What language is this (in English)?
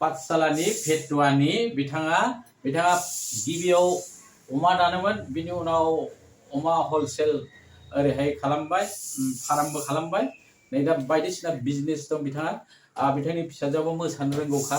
Bodo